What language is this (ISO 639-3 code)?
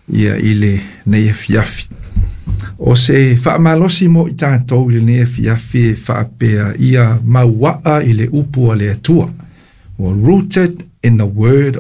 smo